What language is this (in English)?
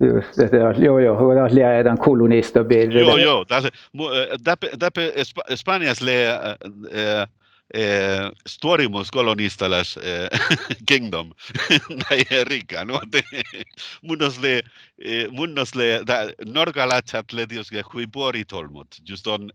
Northern Sami